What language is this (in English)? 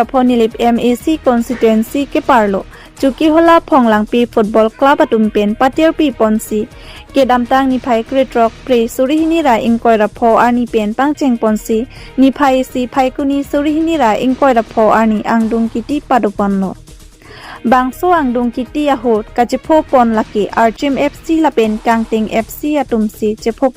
Karbi